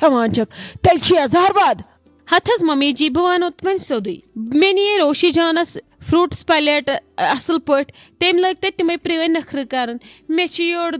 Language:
Kashmiri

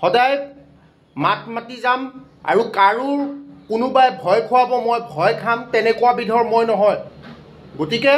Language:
Assamese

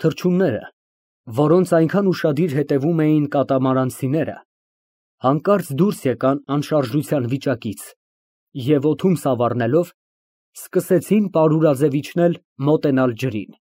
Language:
Armenian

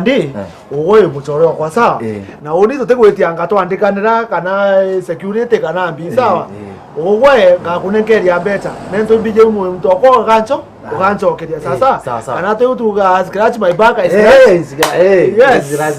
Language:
Meru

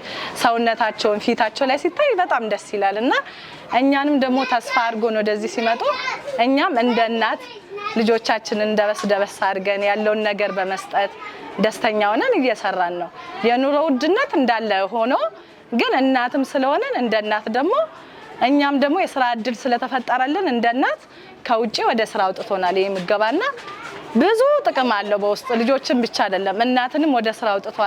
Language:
Amharic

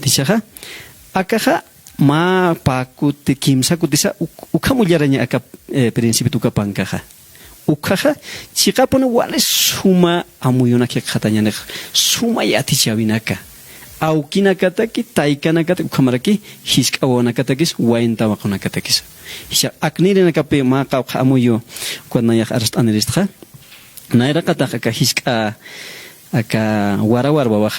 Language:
Aymara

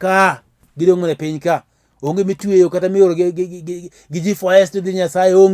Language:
Luo (Kenya and Tanzania)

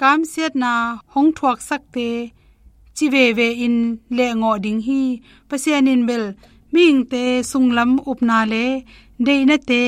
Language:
Tedim Chin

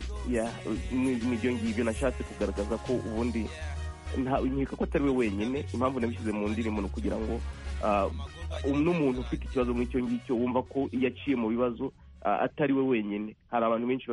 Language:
Kinyarwanda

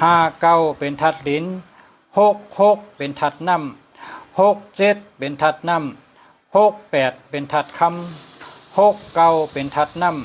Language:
Shan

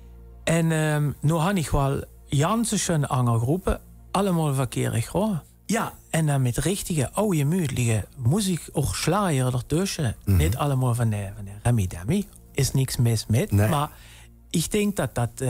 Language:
Limburgish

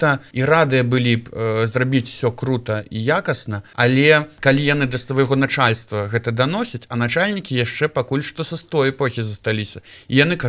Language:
Belarusian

